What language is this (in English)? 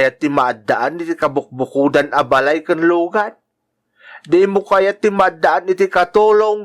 Iloko